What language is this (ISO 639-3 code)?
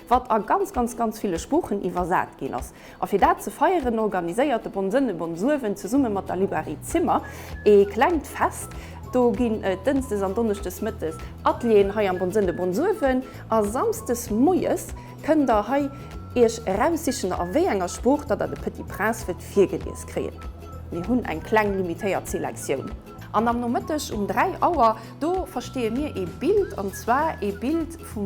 ltz